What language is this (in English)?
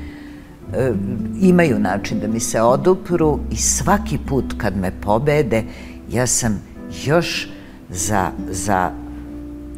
Serbian